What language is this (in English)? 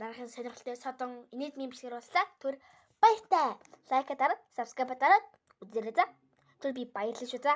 Mongolian